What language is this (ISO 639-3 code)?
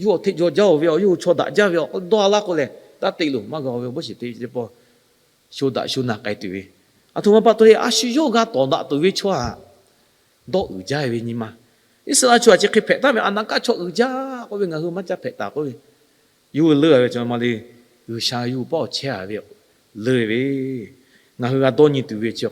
lhu